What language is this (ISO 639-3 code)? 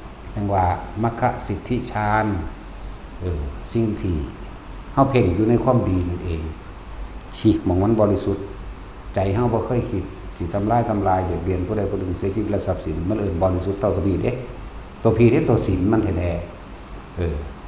tts